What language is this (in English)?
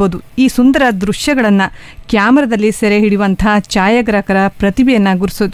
Kannada